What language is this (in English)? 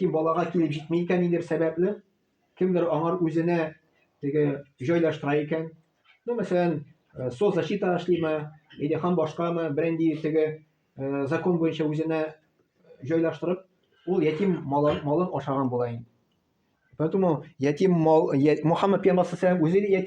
Tatar